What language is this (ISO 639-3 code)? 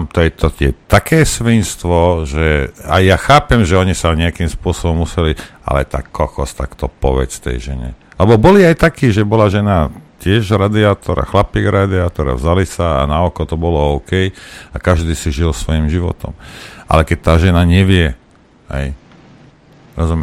slk